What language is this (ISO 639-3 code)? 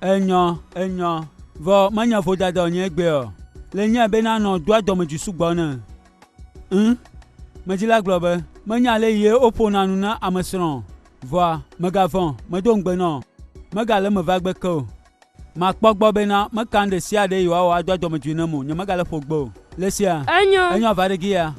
gej